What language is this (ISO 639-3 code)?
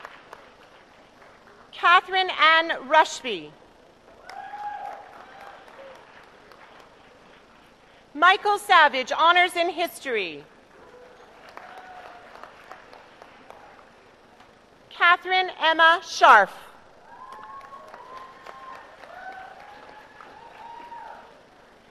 eng